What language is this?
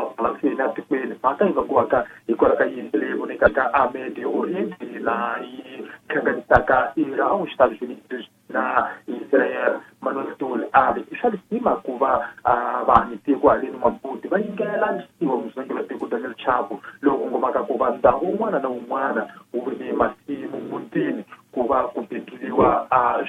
Tsonga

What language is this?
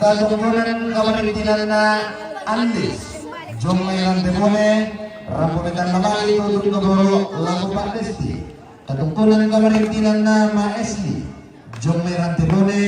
Toraja-Sa'dan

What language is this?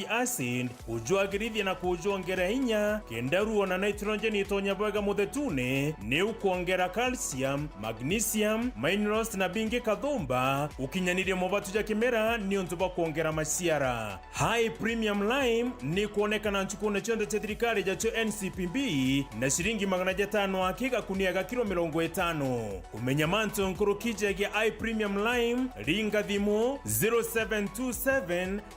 Meru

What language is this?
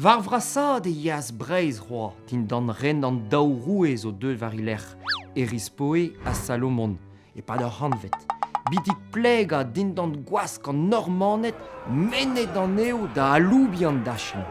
Breton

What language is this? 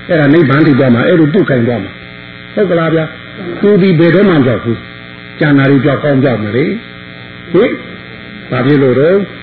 Burmese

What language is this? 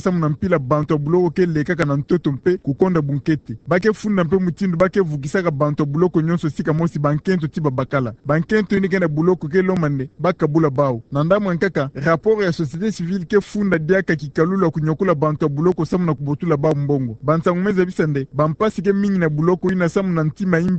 Kituba (Democratic Republic of Congo)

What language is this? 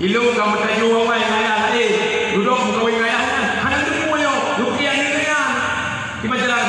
Achinese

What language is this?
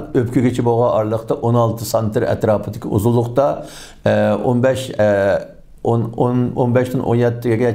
Uyghur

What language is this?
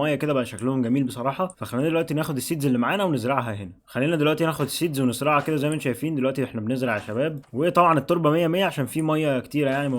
Egyptian Arabic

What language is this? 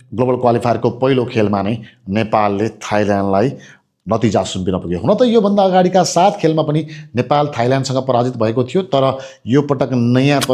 Nepali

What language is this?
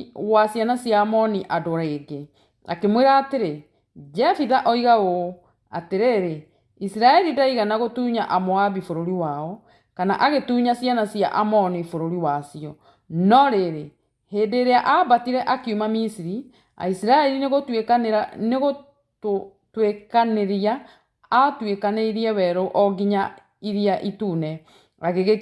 Kikuyu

